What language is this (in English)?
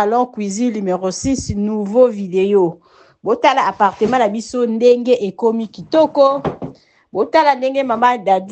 Lingala